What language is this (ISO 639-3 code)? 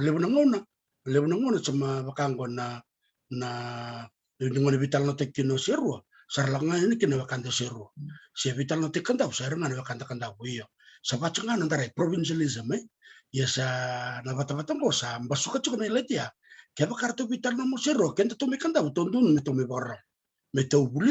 fij